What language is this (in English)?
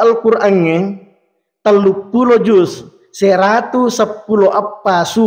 Buginese